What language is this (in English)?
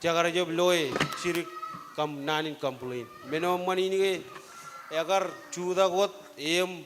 Marshallese